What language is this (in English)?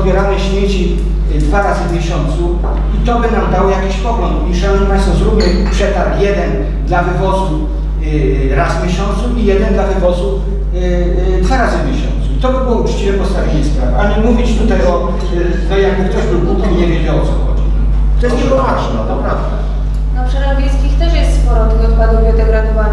Polish